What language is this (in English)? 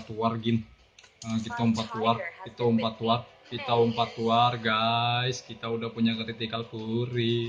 Banjar